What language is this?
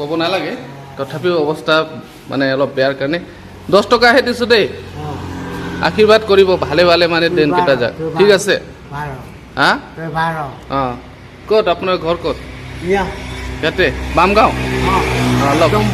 Assamese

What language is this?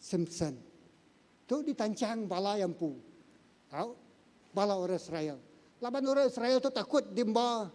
Iban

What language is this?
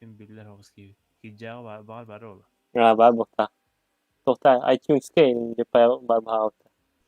Yakut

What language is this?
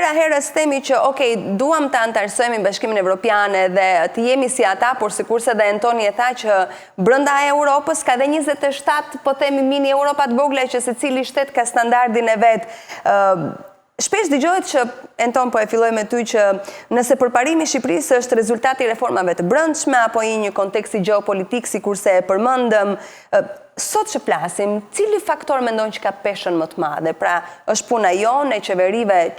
Albanian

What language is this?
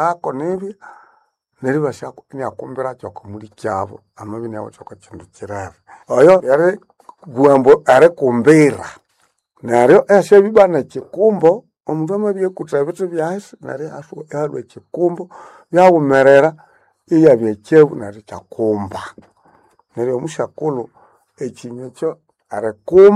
Nande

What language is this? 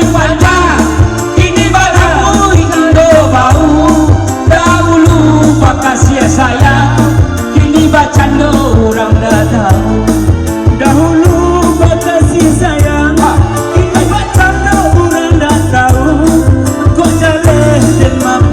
Minangkabau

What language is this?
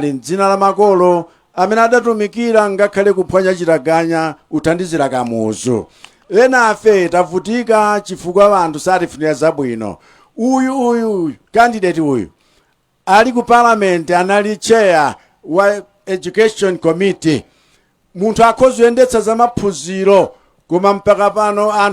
Nyanja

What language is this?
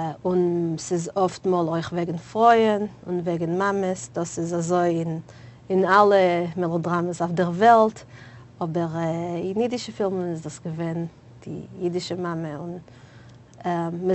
Yiddish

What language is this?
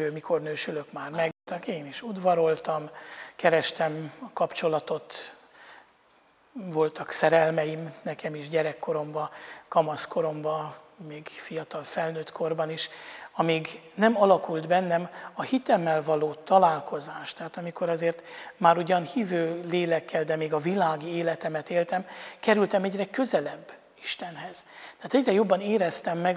Hungarian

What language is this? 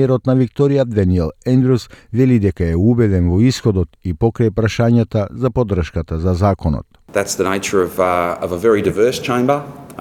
Macedonian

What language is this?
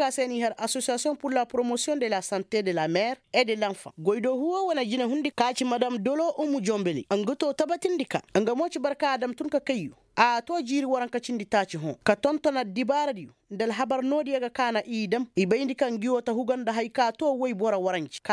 Koyraboro Senni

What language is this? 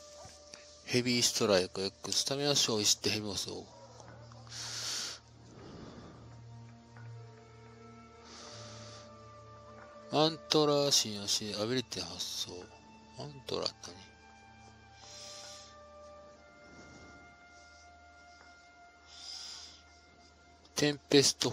Japanese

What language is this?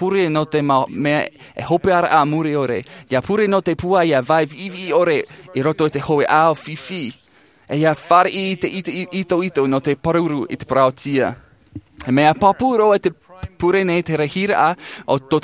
Tahitian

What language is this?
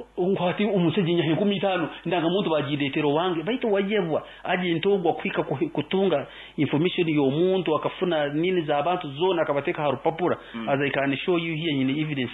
Nyoro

